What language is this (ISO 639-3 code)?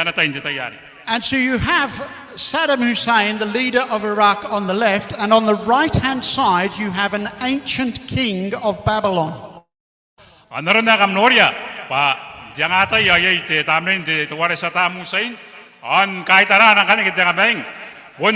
gil